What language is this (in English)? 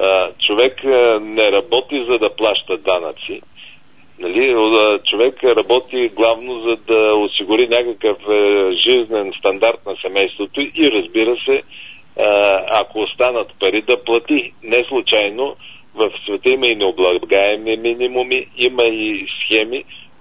Bulgarian